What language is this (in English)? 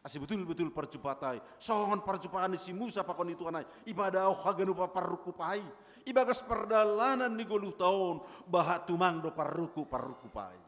Batak Simalungun